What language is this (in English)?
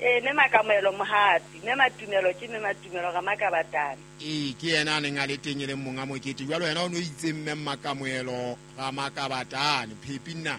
Southern Sotho